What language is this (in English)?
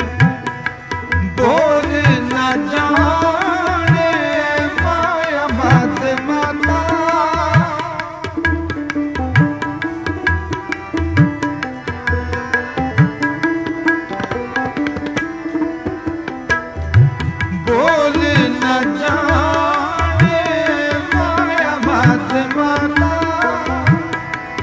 Punjabi